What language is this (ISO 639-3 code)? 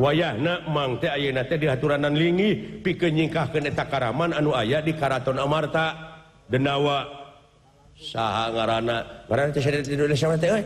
sun